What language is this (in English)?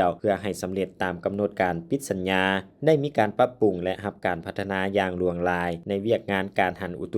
Lao